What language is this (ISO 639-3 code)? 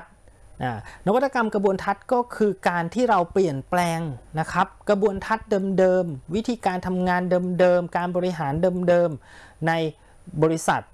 tha